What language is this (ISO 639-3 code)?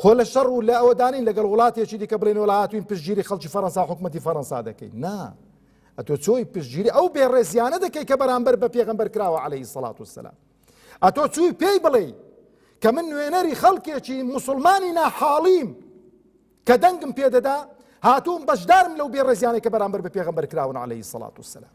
ckb